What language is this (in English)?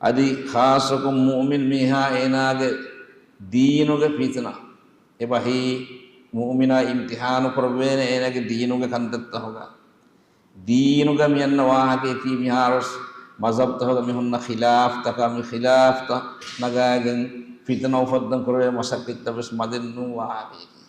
Divehi